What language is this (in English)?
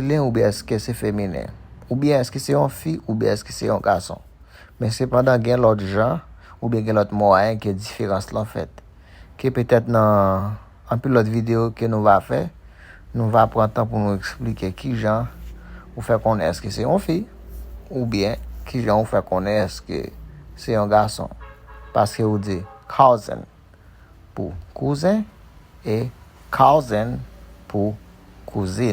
Haitian Creole